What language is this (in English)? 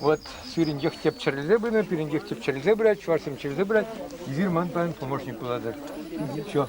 Chuvash